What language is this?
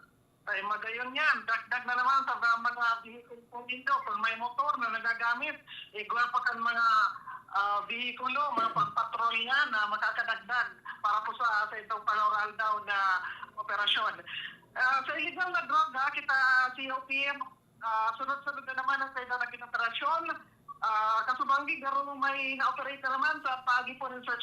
Bikol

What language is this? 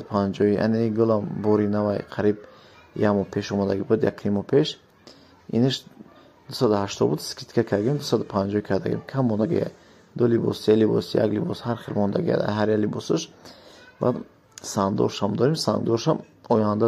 Tajik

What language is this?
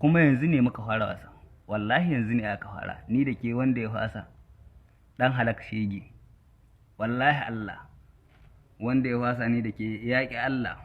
Hausa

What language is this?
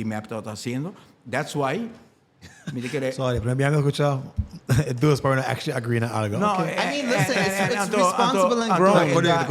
Papiamento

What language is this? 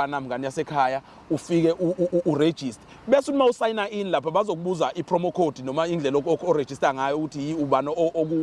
Zulu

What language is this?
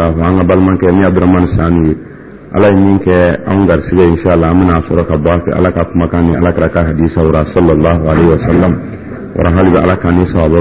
Dyula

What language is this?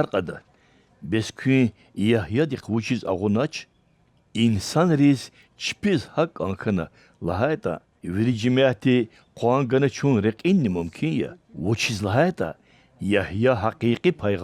Lezghian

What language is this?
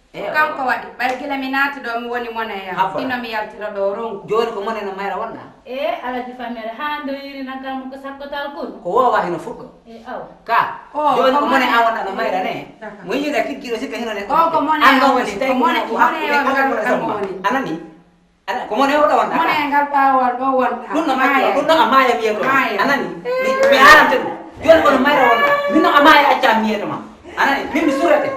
Fula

